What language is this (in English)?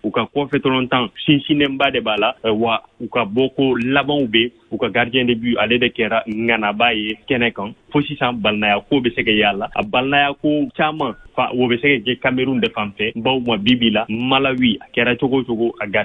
Bambara